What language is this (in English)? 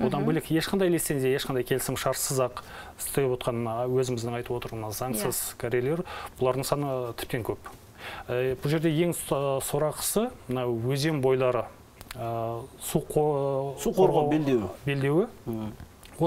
Kazakh